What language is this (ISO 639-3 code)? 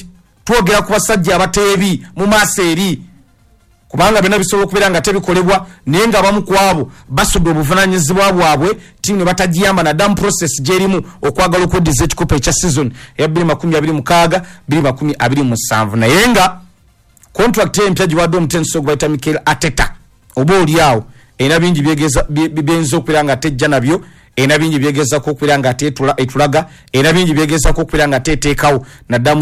lug